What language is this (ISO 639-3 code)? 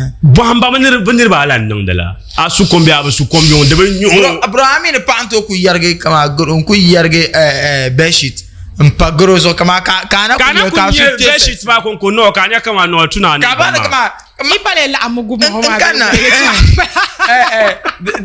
dag